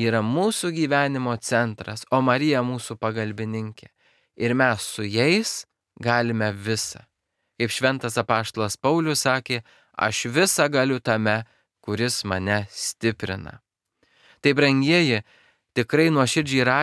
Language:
Lithuanian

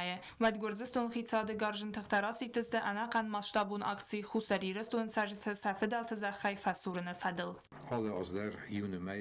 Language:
Ossetic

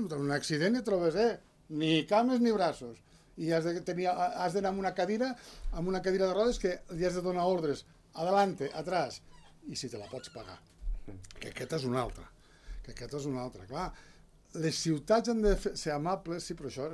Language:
Catalan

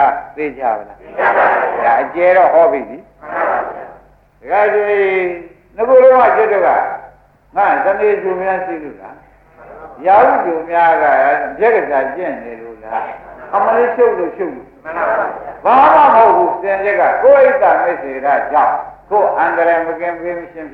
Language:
Burmese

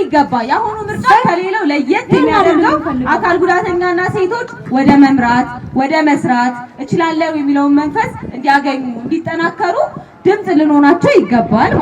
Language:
Amharic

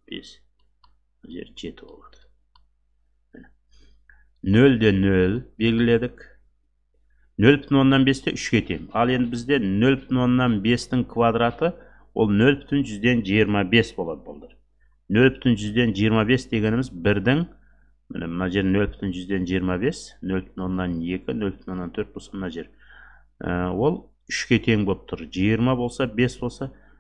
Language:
Kazakh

